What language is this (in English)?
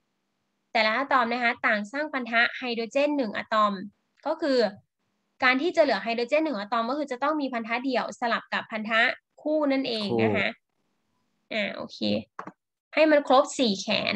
Thai